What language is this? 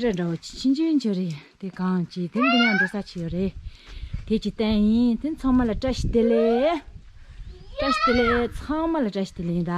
Tibetan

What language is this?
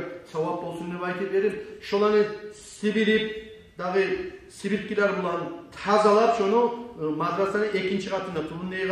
Kumyk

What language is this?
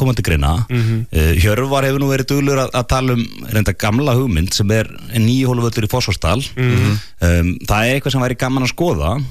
Icelandic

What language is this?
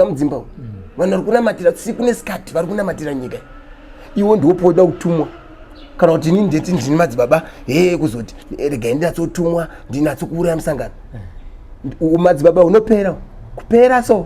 Shona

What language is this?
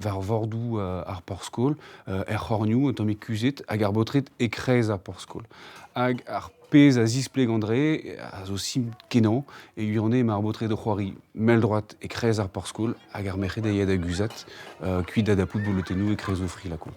Breton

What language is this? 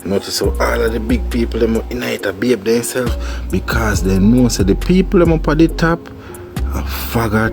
Jamaican Creole English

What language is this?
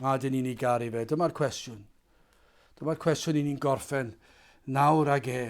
Welsh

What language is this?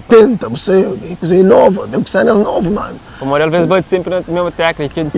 Kabuverdianu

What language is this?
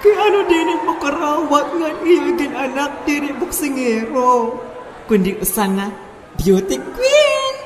Waray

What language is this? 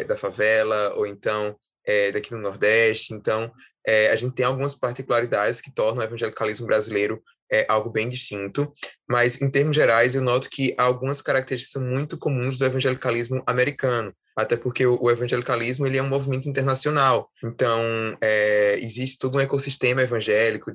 Portuguese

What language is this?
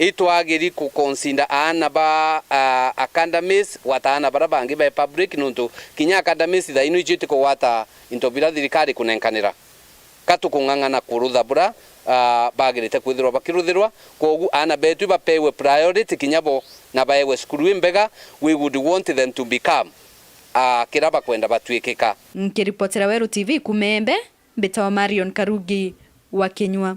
Meru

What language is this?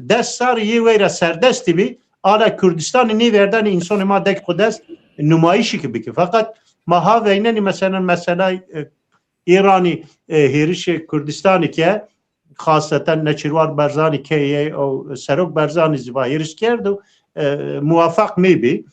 Zaza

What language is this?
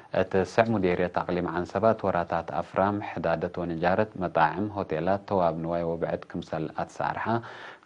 Tigre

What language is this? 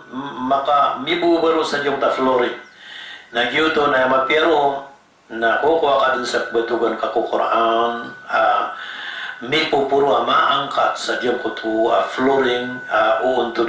Maranao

